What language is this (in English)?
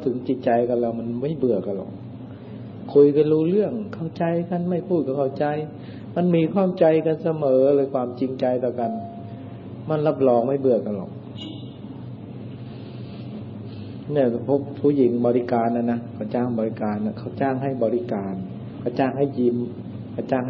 Thai